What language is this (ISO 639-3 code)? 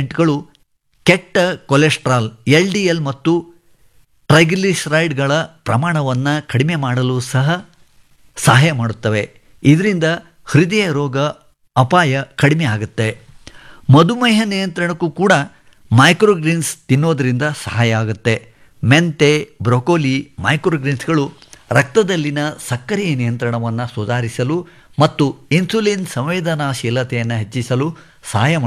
kan